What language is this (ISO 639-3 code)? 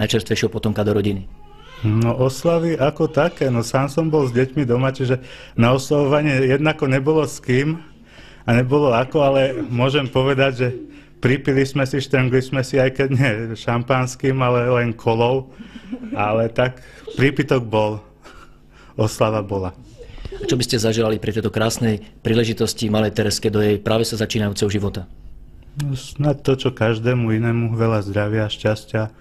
slk